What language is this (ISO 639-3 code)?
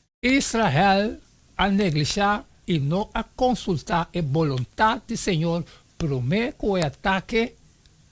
pap